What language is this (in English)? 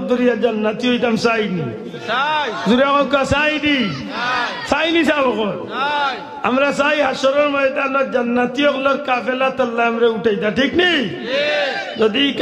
Sylheti